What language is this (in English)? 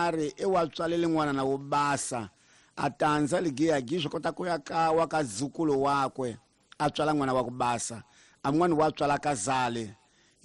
Tsonga